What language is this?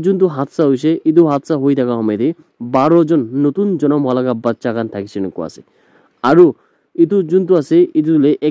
Naga Pidgin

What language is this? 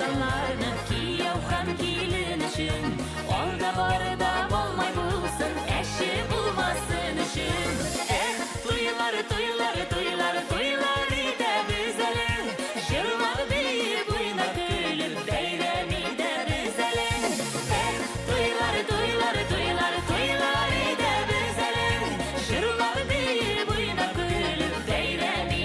Bashkir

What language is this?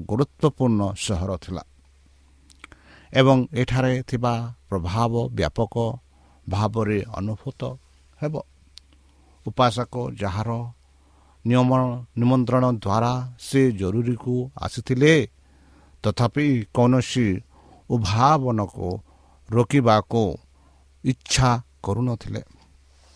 Odia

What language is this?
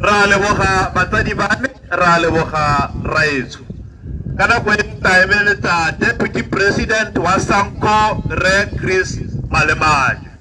Tswana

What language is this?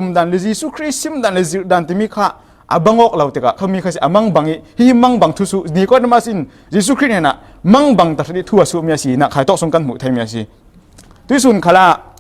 Falam Chin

